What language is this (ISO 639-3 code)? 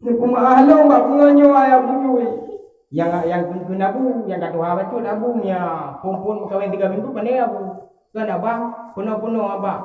ace